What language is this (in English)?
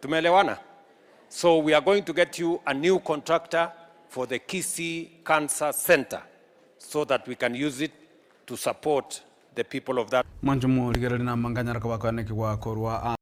Gusii